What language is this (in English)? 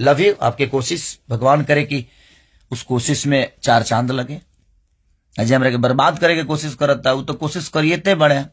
Bhojpuri